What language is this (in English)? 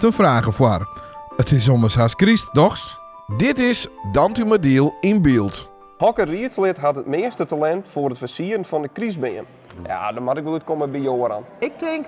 Western Frisian